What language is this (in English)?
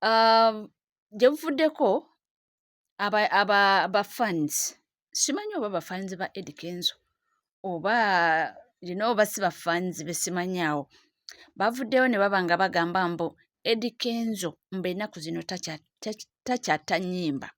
Ganda